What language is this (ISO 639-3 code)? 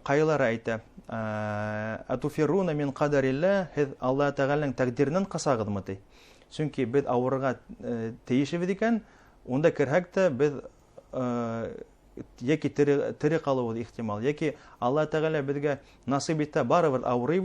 bak